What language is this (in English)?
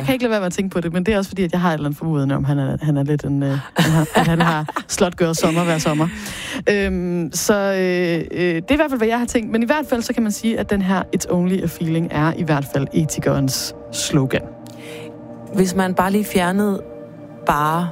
Danish